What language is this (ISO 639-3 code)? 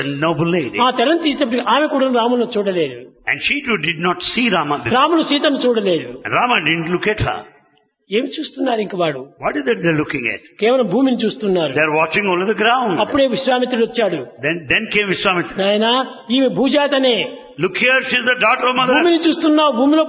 tel